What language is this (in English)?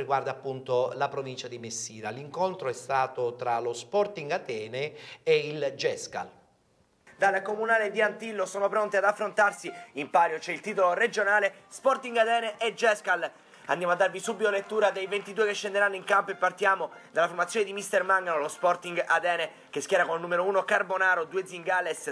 Italian